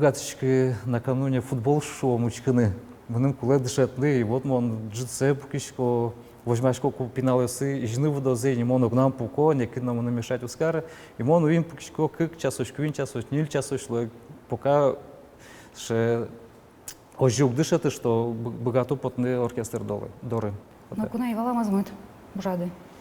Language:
Udmurt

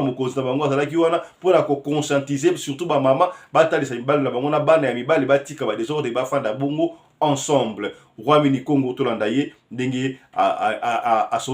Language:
Lingala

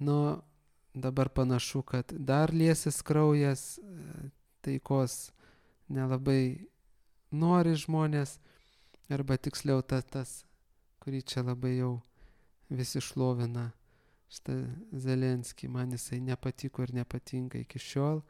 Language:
Lithuanian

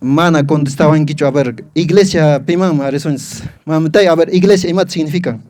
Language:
Quechua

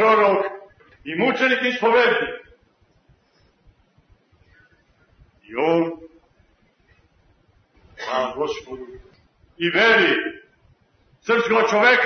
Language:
Serbian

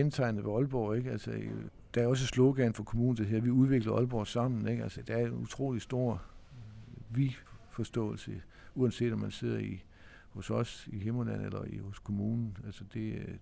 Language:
Danish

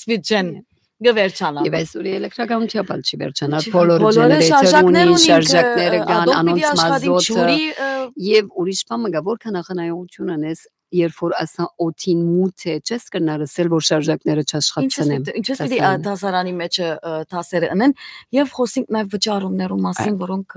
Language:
Western Armenian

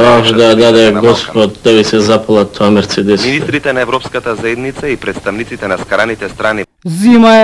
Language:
Macedonian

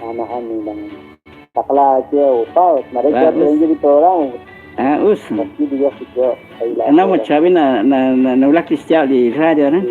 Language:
Kekchí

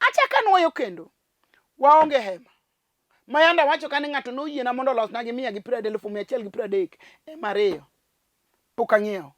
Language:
Luo (Kenya and Tanzania)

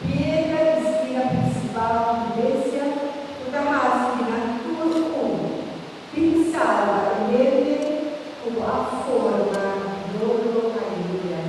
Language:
Papiamento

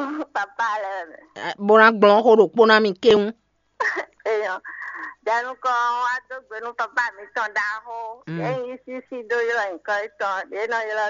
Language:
Fon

